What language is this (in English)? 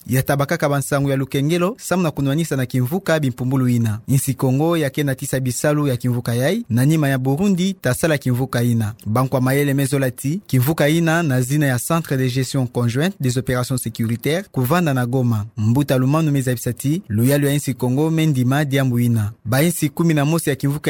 Kituba (Democratic Republic of Congo)